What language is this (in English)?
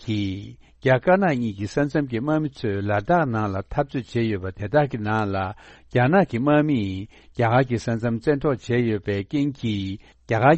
Tibetan